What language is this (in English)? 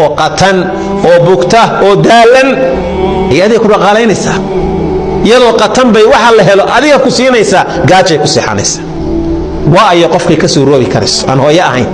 Somali